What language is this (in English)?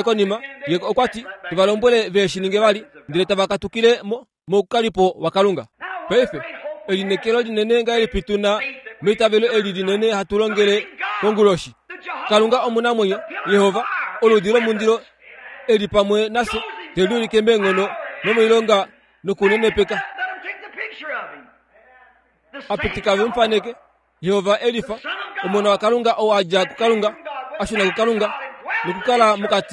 Kuanyama